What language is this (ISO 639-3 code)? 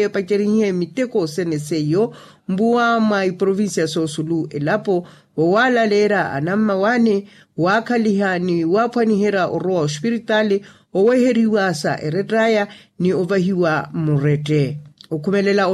vmw